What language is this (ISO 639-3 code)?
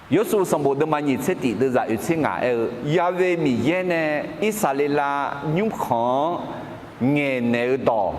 ahk